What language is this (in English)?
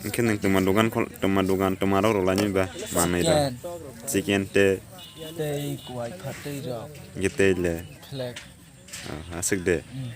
Kok Borok